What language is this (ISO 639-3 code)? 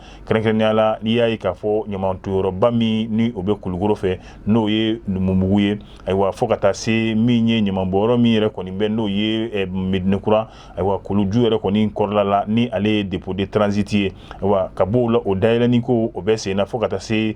bam